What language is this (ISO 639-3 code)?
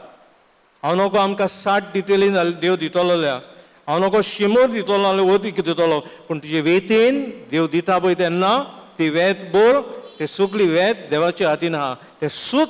kok